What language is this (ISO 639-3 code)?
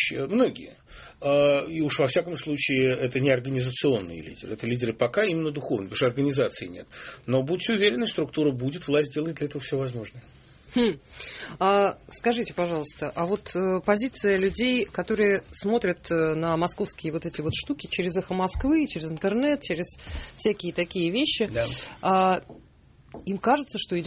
rus